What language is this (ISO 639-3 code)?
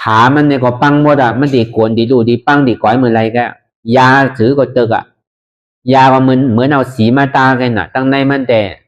shn